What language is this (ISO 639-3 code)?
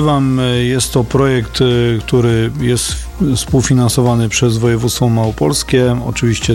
pol